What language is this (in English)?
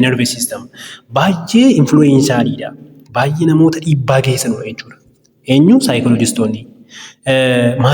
Oromo